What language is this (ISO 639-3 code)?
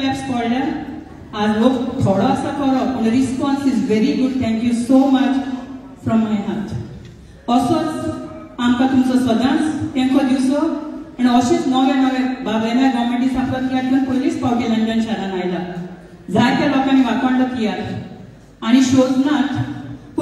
kok